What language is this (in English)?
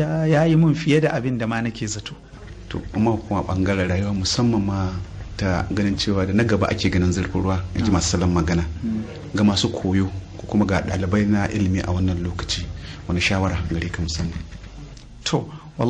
Hausa